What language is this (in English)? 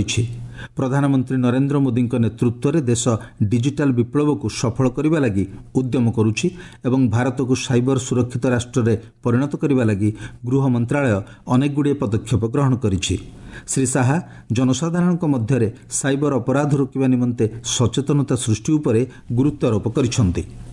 Odia